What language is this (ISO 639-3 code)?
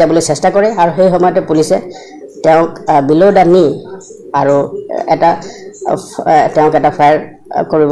asm